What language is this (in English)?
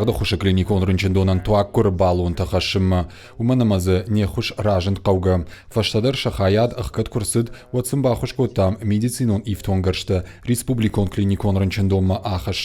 Ossetic